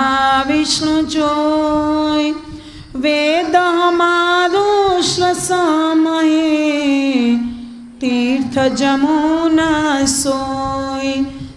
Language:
Hindi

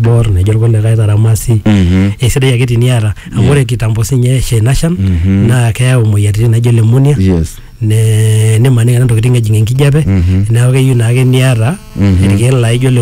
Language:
Masai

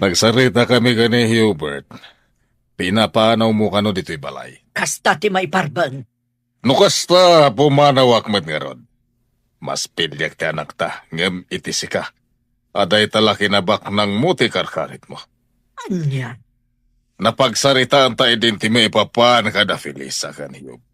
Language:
Iloko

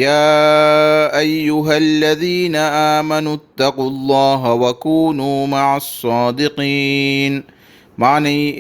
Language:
Divehi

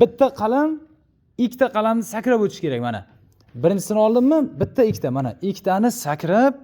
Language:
Uzbek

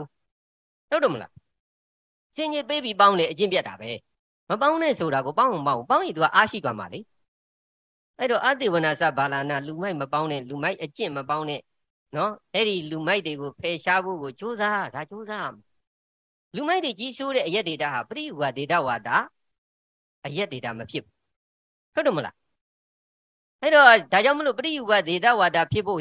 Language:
Burmese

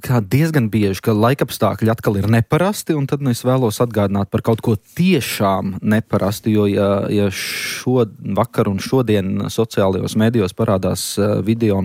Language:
Latvian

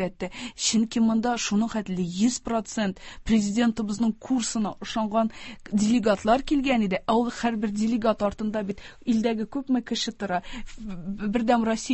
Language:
Tatar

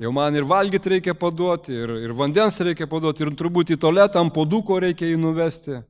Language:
Lithuanian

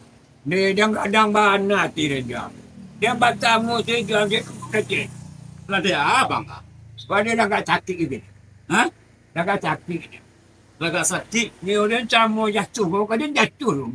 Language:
Minangkabau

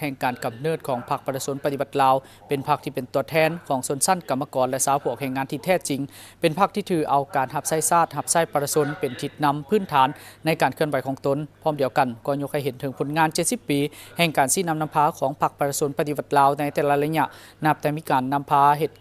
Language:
Lao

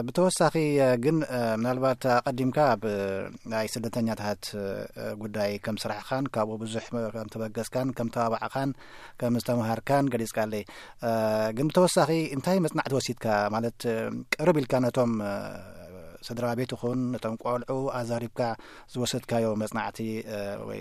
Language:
Tigrinya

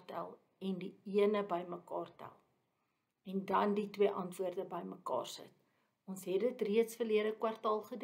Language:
Afrikaans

